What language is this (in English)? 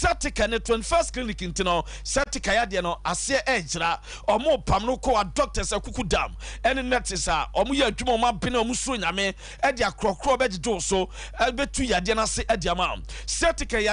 Akan